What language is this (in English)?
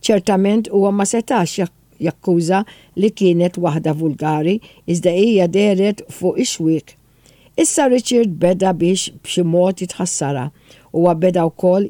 Maltese